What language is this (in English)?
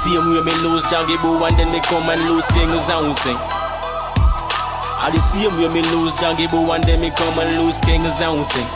Jamaican Creole English